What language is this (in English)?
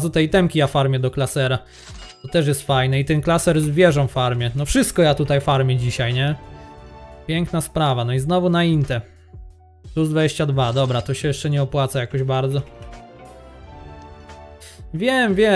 Polish